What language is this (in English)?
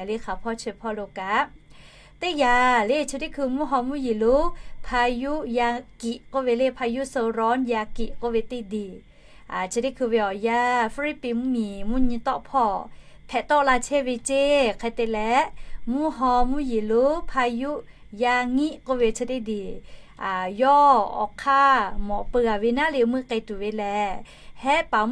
Lahu